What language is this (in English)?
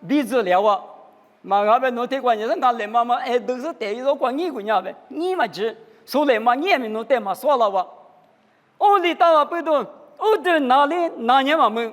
Lisu